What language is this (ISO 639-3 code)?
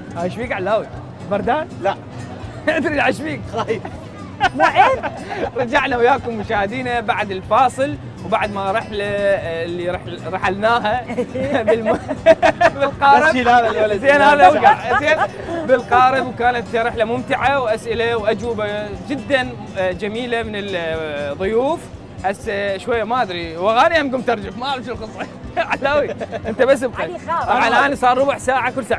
acm